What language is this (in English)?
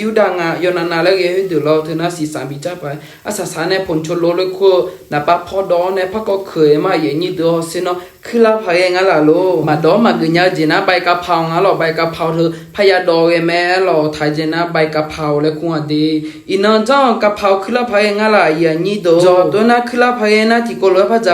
Akha